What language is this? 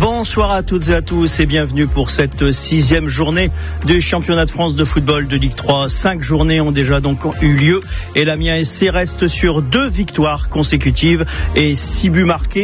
French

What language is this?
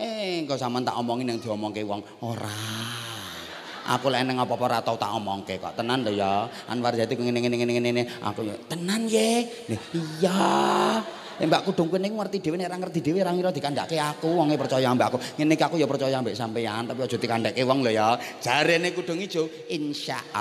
Javanese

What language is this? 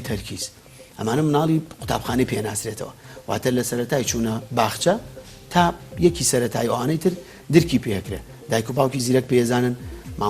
Central Kurdish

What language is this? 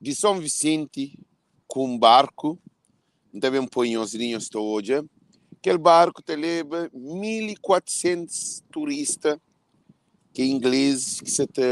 Kabuverdianu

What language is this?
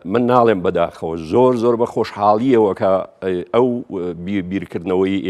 Central Kurdish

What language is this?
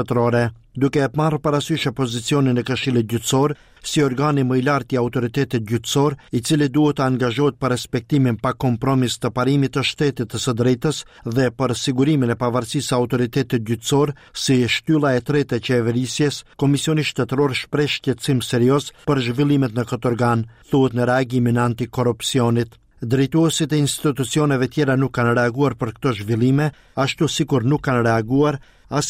Albanian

